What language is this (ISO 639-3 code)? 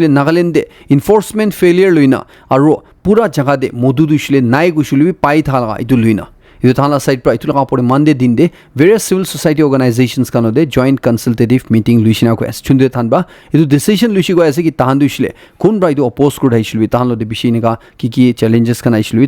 nag